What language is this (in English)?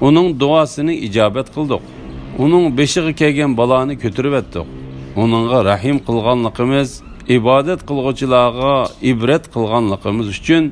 Uyghur